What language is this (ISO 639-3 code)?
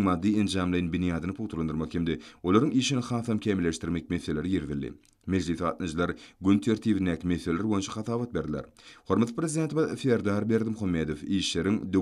tuk